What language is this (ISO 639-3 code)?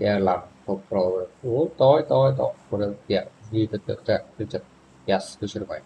kaa